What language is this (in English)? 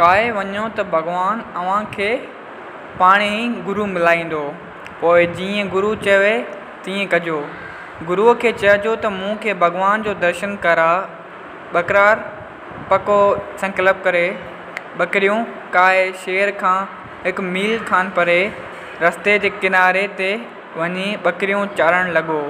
Sindhi